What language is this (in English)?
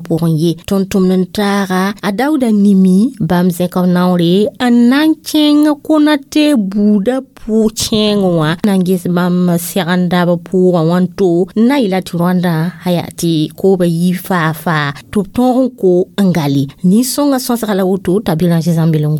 Mossi